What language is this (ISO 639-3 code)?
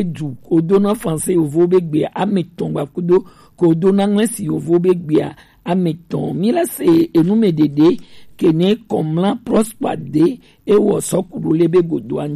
gej